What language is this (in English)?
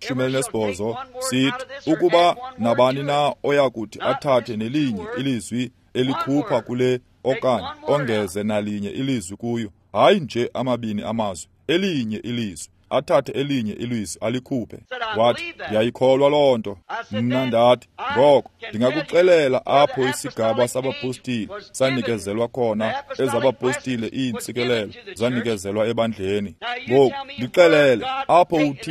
Xhosa